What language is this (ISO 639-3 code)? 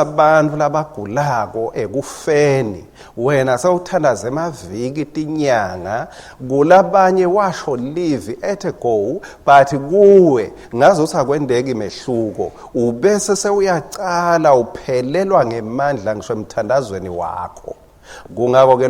ssw